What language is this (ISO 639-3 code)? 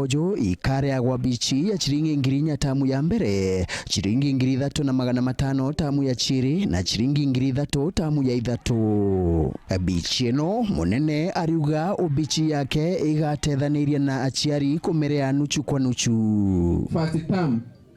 mer